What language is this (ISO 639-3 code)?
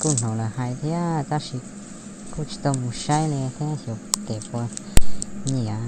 hmn